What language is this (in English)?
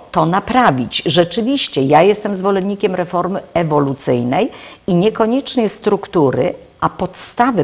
Polish